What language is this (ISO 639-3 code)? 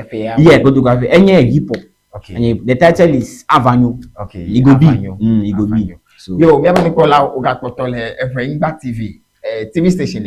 ewe